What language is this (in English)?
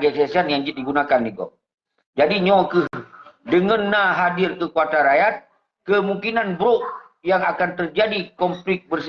Achinese